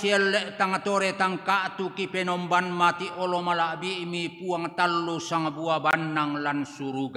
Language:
Toraja-Sa'dan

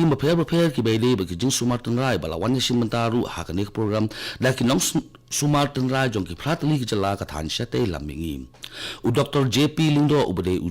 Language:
Khasi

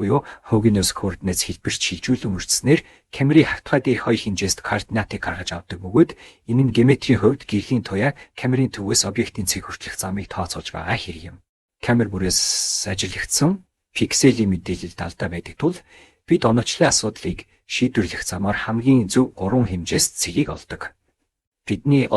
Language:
Mongolian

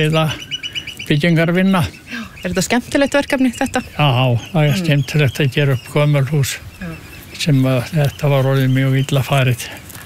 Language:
Icelandic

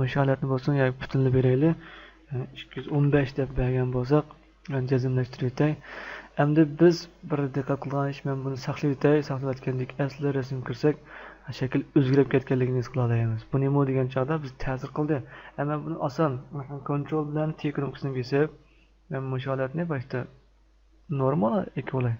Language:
Uyghur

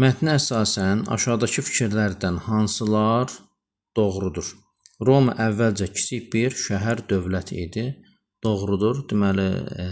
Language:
Azerbaijani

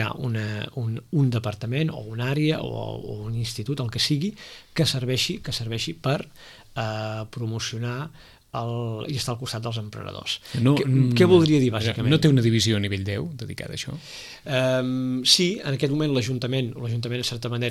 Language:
Catalan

